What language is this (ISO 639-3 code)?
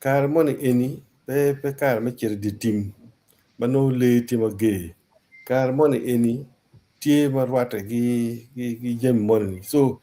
ach